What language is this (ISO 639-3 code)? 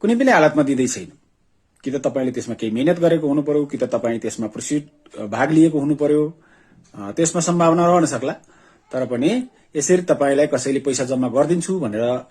nep